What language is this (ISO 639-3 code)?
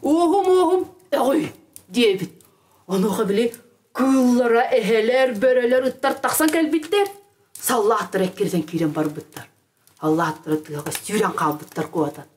sah